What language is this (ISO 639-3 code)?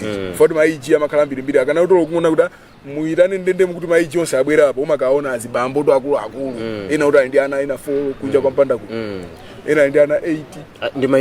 nya